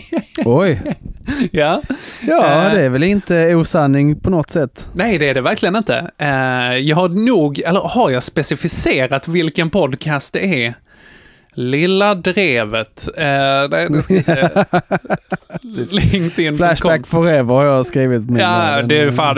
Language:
Swedish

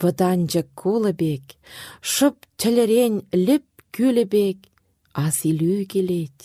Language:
Chuvash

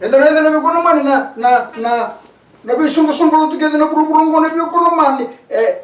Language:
Fijian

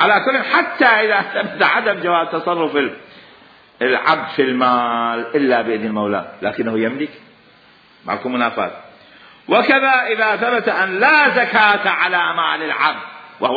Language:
Mesopotamian Arabic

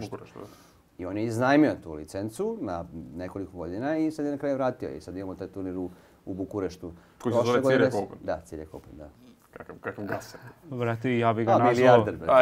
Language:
Serbian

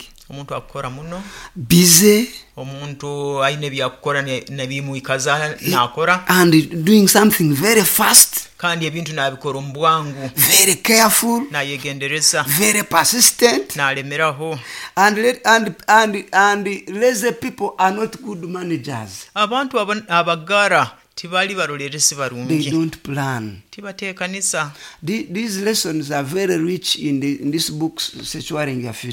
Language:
Nyoro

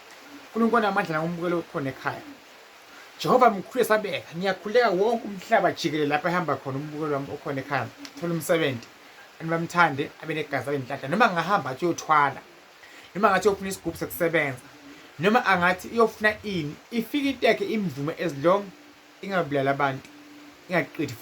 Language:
Zulu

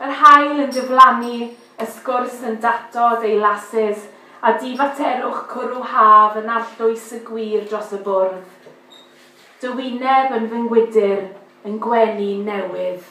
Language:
Welsh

